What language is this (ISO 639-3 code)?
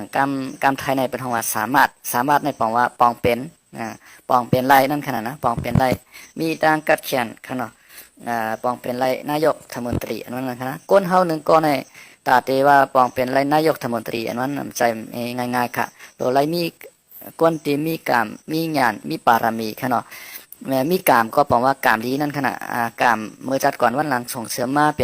shn